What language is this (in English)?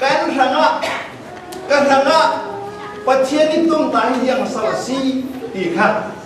Falam Chin